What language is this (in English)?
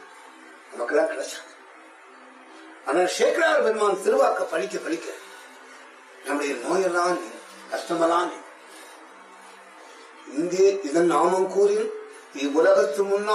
Tamil